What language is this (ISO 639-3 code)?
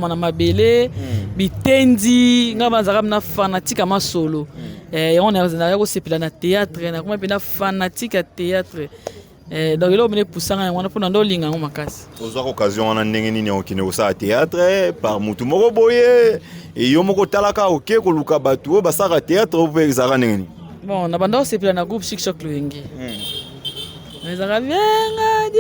lin